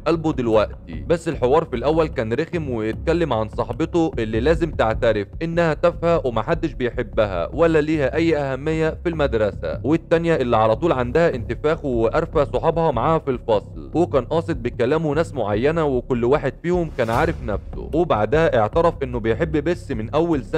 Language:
Egyptian Arabic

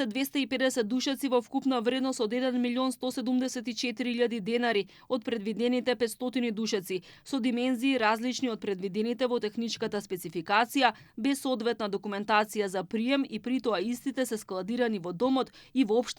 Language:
Macedonian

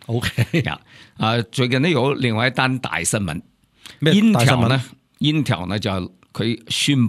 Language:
Cantonese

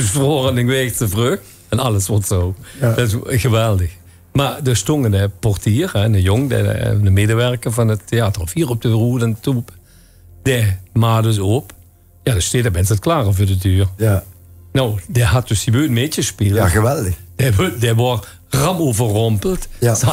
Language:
Limburgish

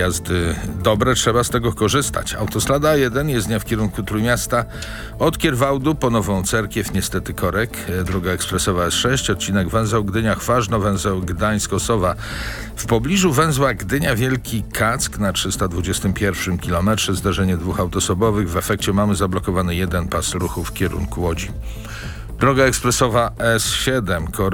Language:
Polish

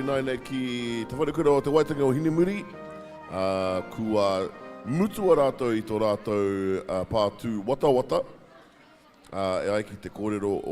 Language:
Māori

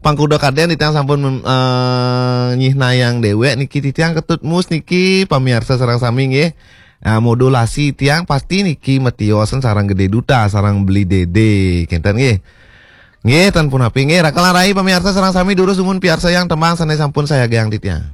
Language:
Balinese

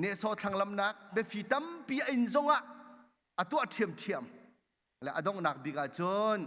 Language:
Hakha Chin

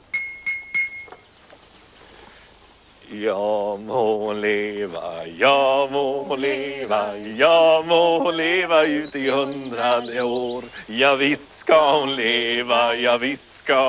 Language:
Swedish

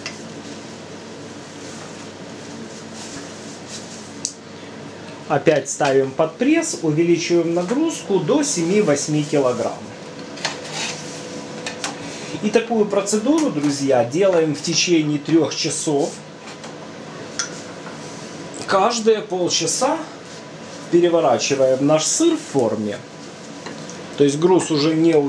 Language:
Russian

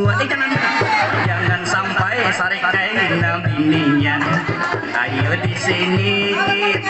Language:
Banjar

